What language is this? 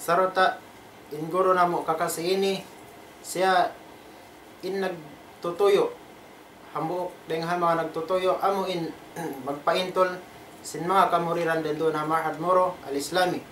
Tausug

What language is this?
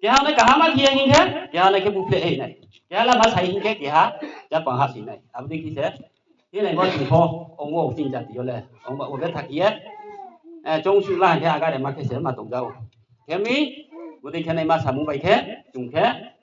Riang (India)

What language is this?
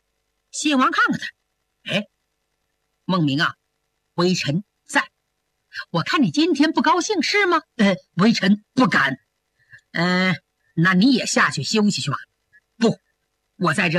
Chinese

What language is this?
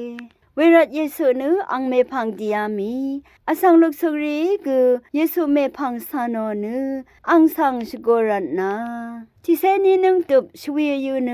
Rawang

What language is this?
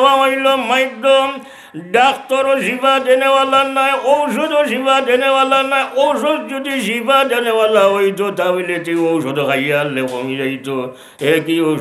Sylheti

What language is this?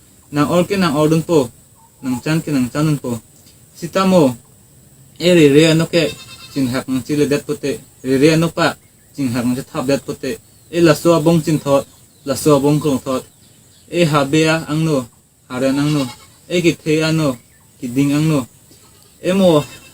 Karbi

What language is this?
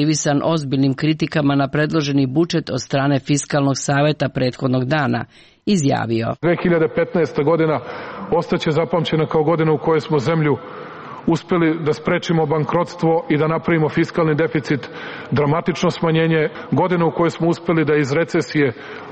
Serbian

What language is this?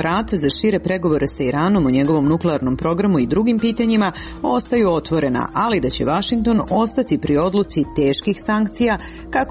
Serbian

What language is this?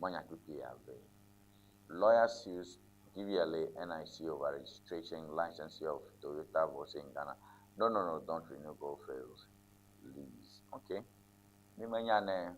Ewe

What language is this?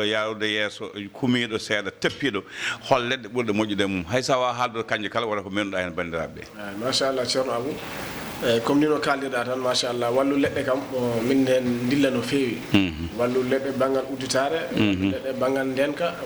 Fula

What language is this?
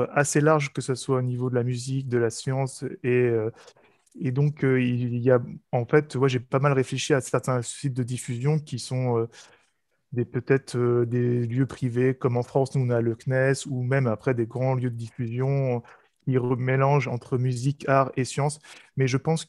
French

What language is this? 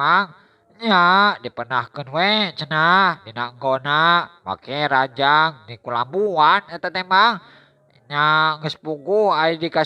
Sundanese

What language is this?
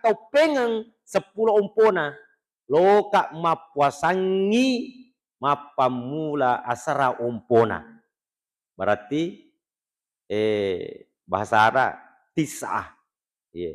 Buginese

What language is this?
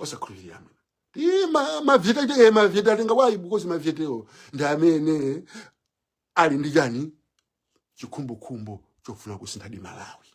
Nyanja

